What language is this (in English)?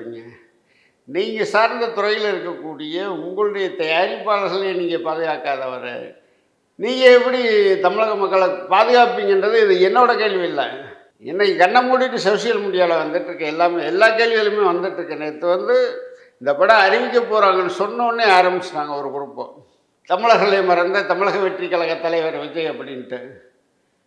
Tamil